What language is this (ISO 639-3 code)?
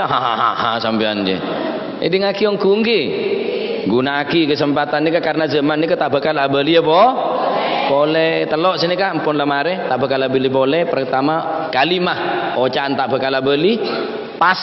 mad